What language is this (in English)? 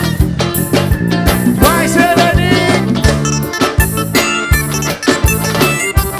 Portuguese